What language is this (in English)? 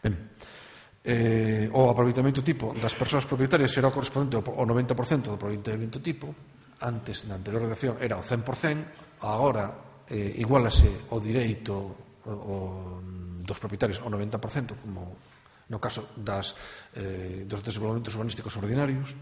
Galician